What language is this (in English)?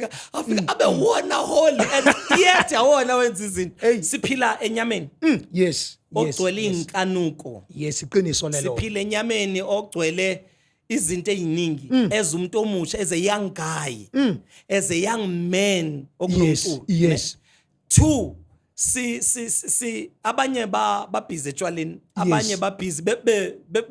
Zulu